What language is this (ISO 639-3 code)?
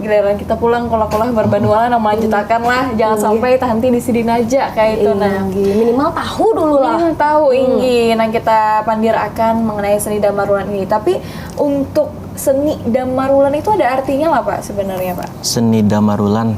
bjn